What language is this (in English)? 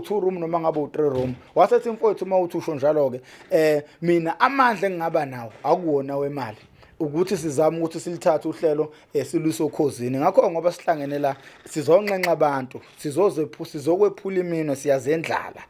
Zulu